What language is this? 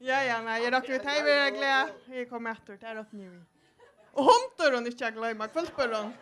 Faroese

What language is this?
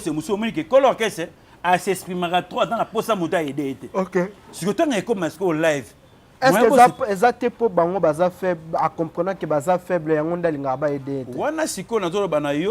Lingala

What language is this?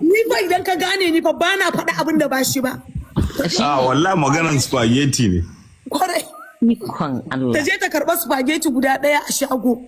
Hausa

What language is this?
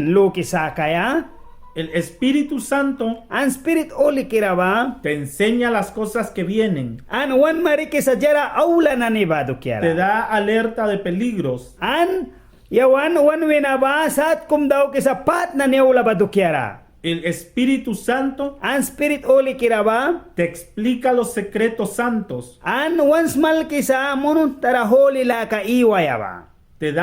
Mískito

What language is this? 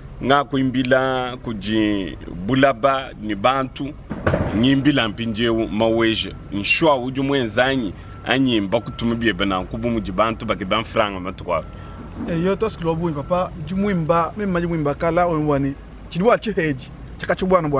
Luba-Lulua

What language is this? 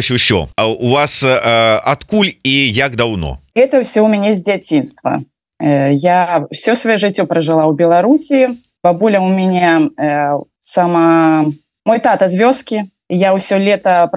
Belarusian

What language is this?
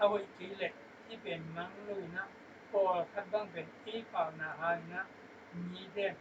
Tedim Chin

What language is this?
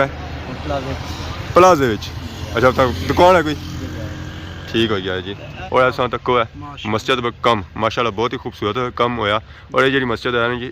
Pahari-Potwari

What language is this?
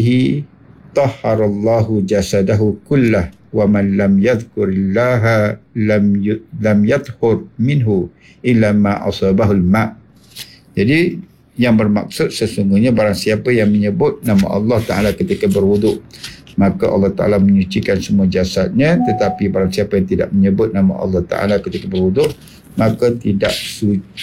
Malay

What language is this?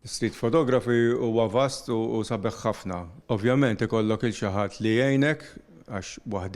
Maltese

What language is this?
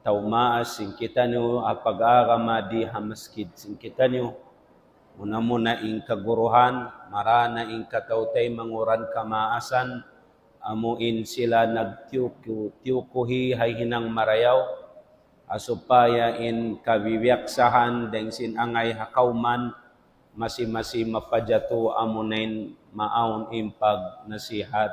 Tausug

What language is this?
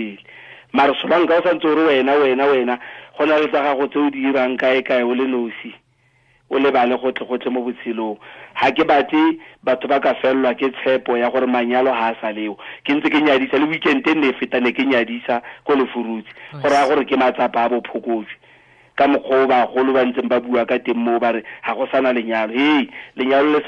Tswana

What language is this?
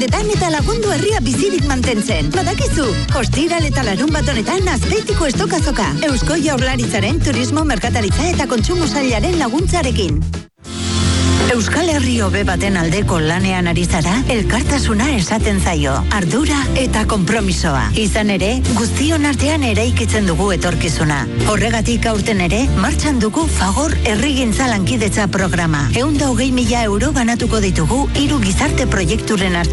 Basque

